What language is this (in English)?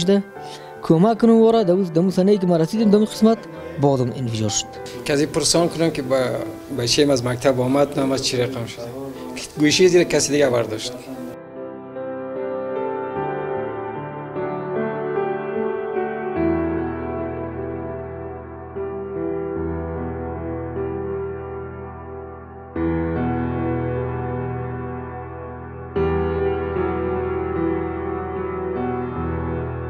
Persian